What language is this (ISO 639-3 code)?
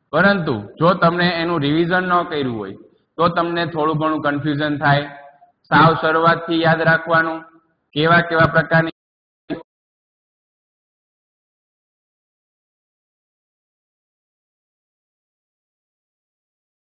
guj